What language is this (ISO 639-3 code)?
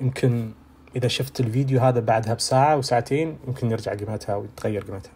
ars